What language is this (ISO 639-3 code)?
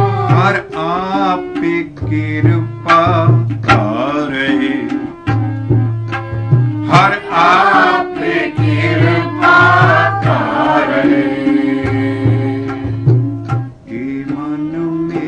pan